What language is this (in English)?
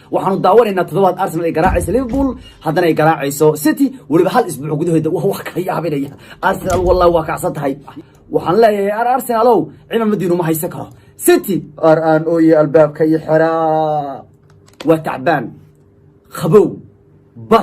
Somali